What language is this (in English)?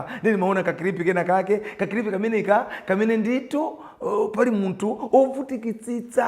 Nyanja